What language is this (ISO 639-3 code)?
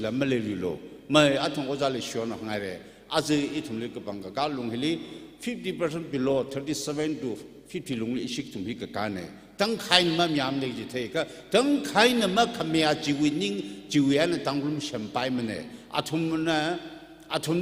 nmf